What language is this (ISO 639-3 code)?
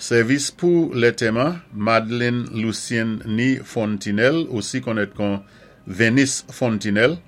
acf